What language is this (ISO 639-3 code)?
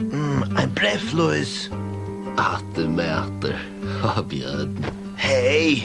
fao